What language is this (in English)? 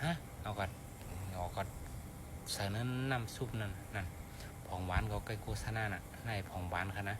Shan